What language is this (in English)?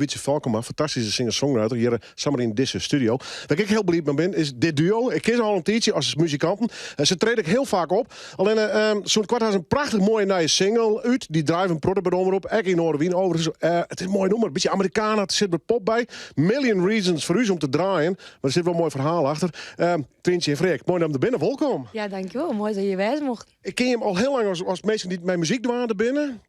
Western Frisian